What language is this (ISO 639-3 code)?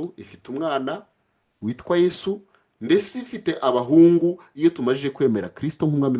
kin